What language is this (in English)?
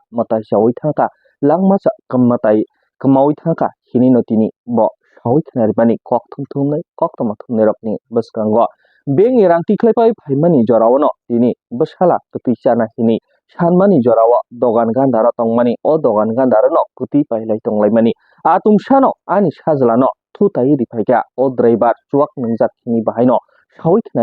Kok Borok